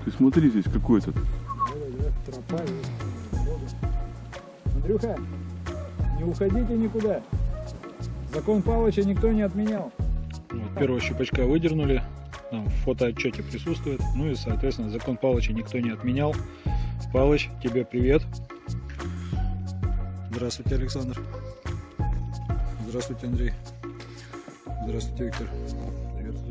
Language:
Russian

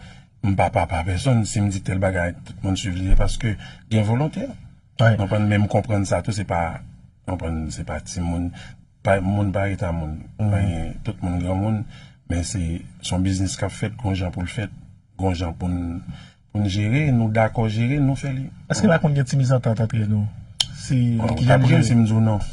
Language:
Haitian Creole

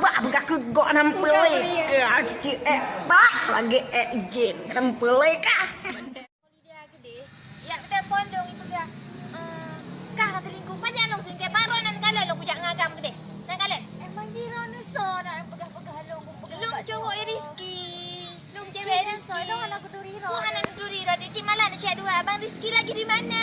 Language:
Achinese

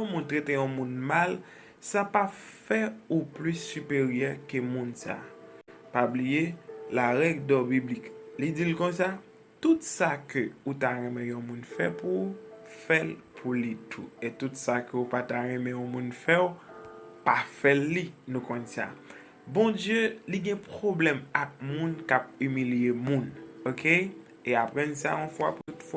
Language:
Haitian Creole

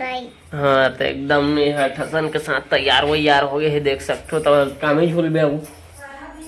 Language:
Chhattisgarhi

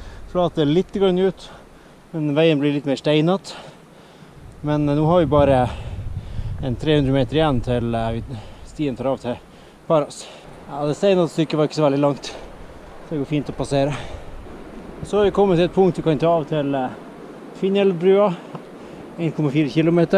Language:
Norwegian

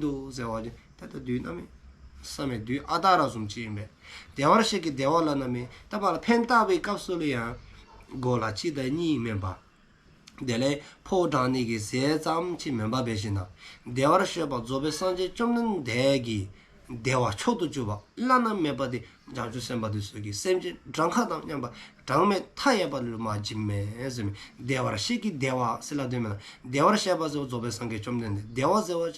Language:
Dzongkha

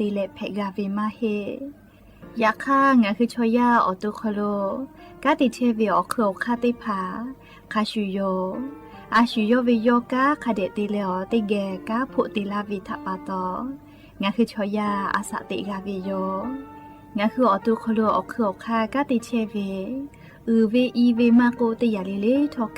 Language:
Lahu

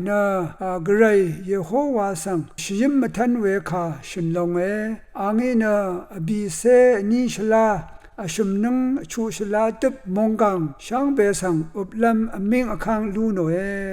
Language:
Rawang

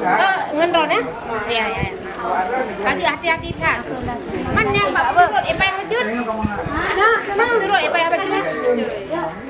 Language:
Achinese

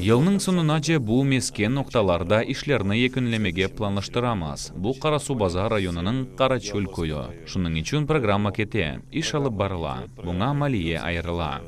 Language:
Crimean Tatar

